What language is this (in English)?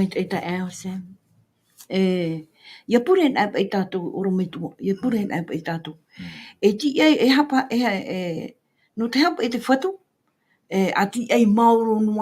Tahitian